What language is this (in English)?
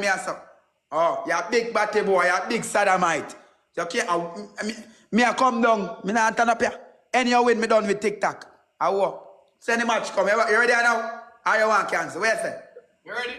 Jamaican Creole English